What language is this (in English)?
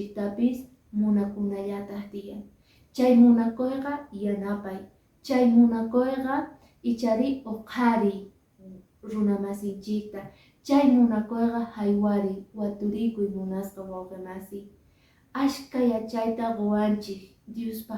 Quechua